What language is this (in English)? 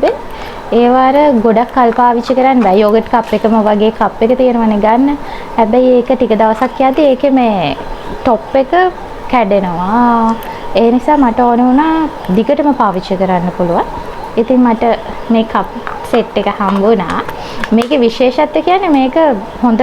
Sinhala